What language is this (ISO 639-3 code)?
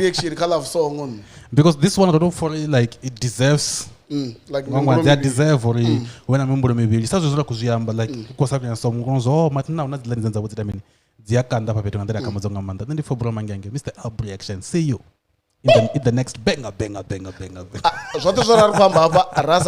ven